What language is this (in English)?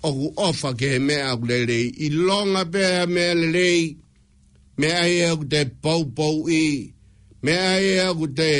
Tongan